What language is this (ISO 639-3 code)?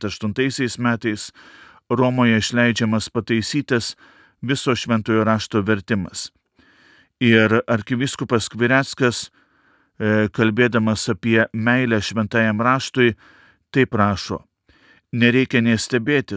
lit